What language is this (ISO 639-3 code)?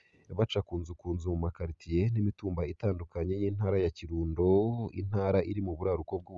run